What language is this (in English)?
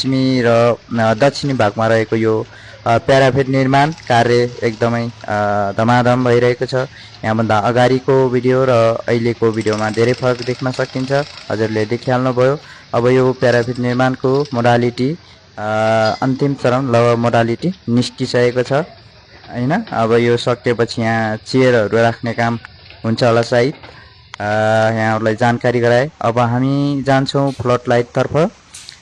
Nepali